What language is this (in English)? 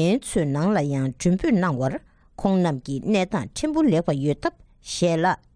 Tibetan